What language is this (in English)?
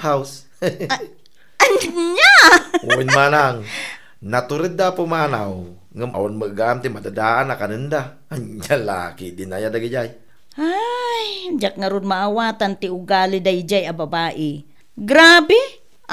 Iloko